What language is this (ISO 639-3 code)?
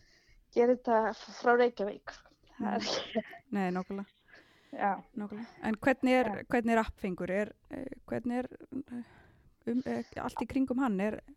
isl